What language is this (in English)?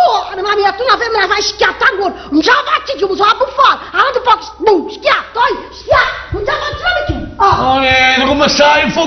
Neapolitan